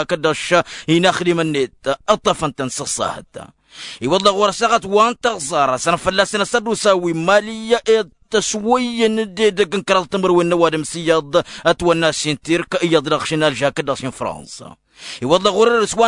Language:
Tamasheq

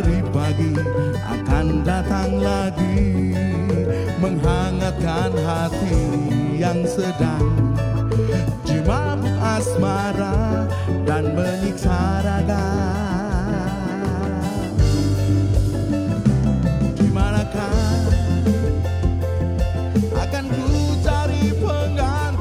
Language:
Indonesian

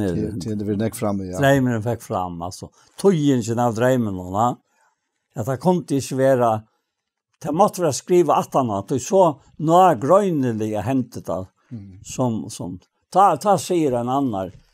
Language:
Faroese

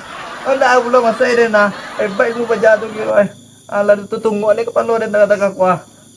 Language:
Minangkabau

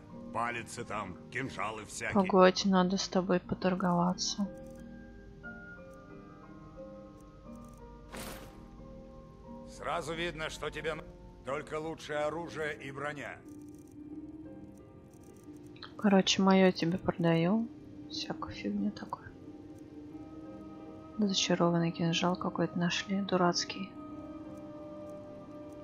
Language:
Russian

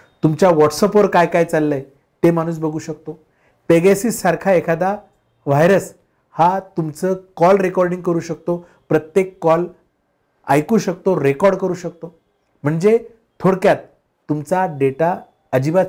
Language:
Marathi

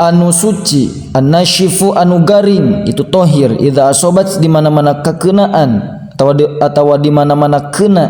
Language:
Sundanese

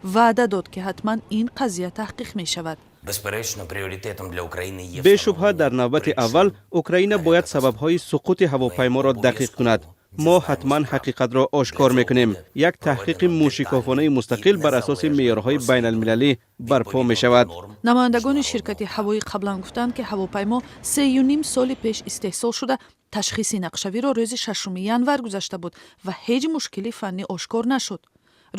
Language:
Tajik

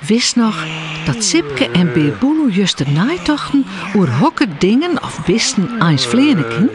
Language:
Western Frisian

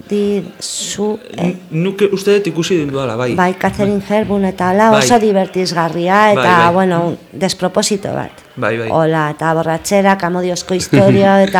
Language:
Basque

